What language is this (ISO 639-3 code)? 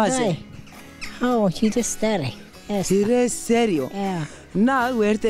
zza